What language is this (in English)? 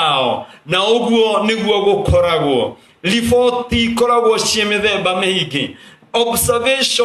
Kikuyu